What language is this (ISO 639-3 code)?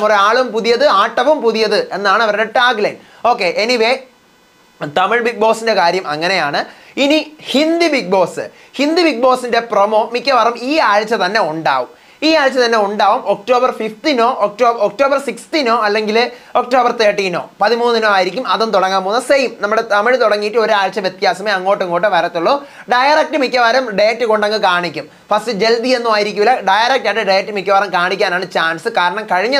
mal